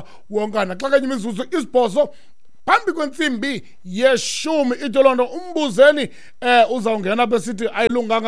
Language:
Xhosa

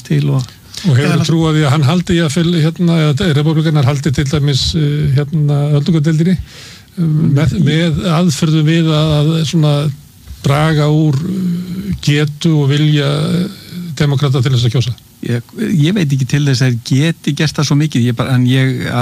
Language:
Icelandic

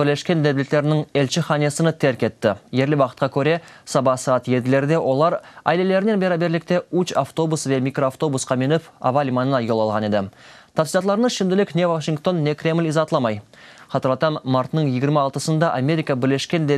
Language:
Crimean Tatar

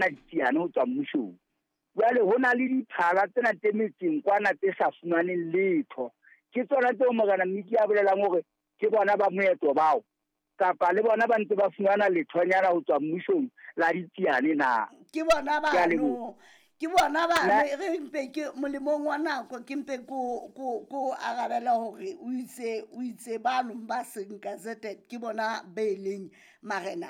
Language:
Southern Sotho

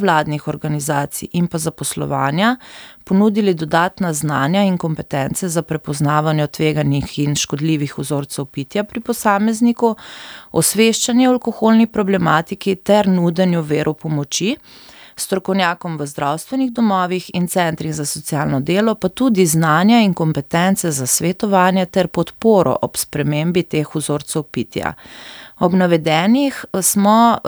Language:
Slovenian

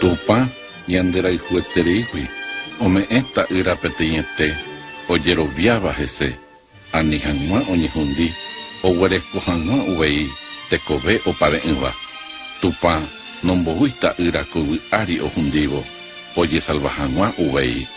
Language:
Guarani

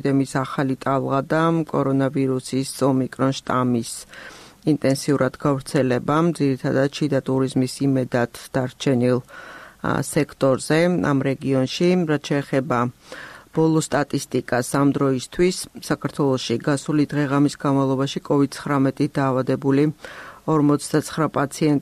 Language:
Georgian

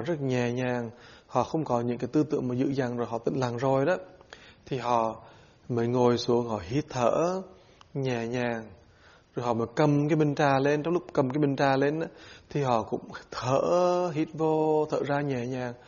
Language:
Vietnamese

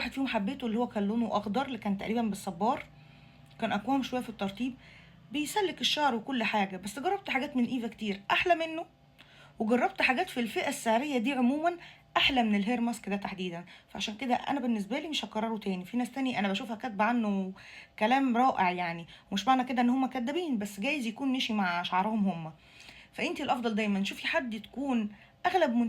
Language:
Egyptian Arabic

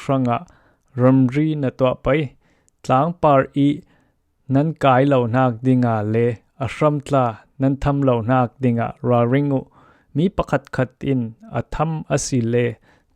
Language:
Falam Chin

